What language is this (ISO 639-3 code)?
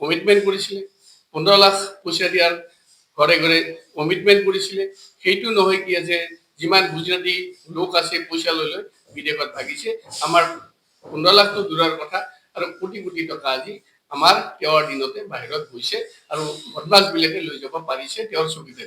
asm